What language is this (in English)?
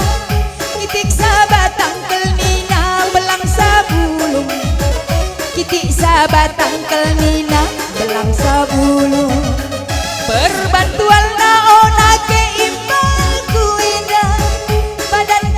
Batak Karo